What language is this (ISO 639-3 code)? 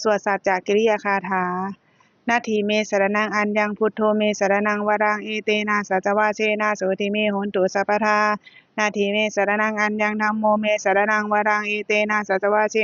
pli